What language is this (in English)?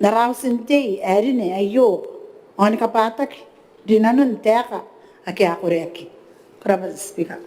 Gilbertese